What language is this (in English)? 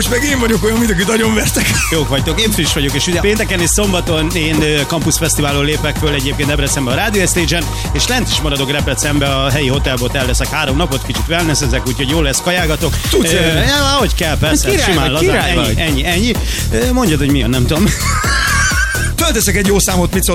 Hungarian